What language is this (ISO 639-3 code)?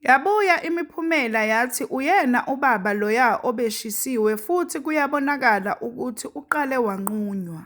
zul